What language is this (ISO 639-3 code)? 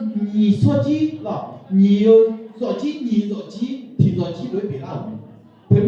ahk